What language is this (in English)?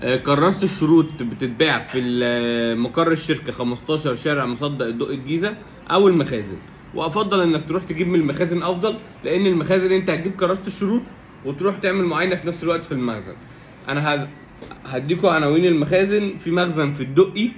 Egyptian Arabic